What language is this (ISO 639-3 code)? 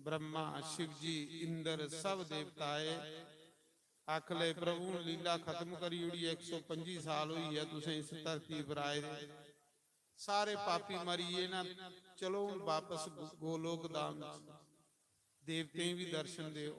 doi